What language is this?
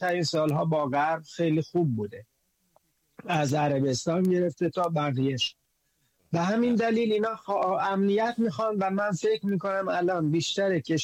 Persian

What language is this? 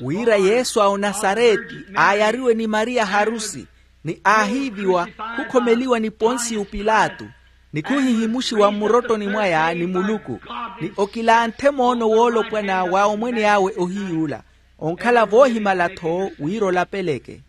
Makhuwa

